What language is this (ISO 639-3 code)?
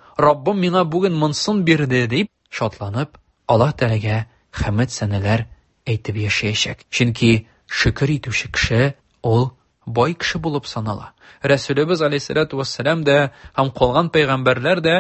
tat